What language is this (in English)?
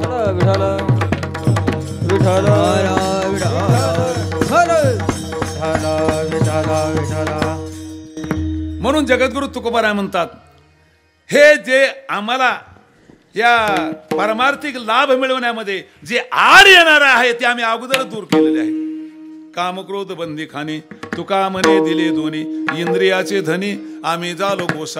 Marathi